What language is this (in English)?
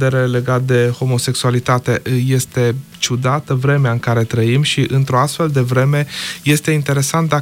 Romanian